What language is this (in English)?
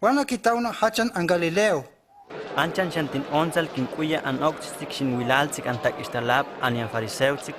Huastec